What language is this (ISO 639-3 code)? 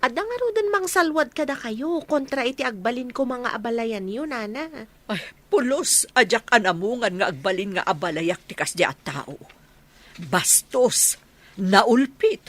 ilo